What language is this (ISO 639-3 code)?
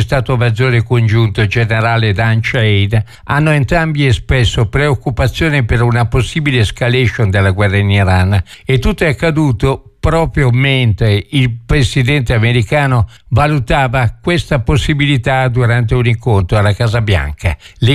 ita